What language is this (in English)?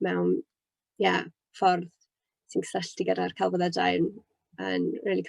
Welsh